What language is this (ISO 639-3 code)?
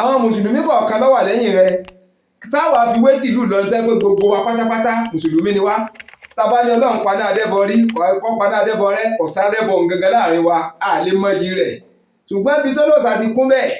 yor